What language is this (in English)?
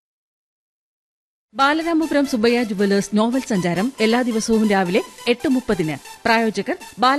Malayalam